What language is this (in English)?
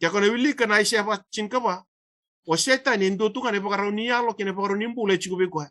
Fijian